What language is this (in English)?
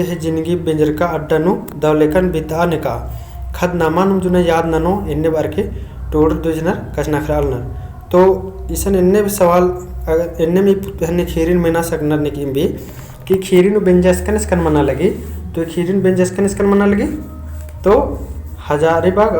Kurukh